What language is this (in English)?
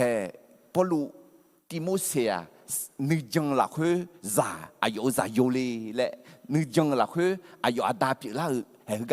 Akha